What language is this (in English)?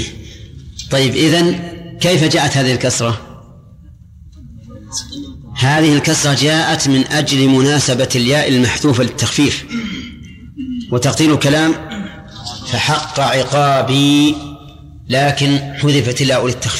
Arabic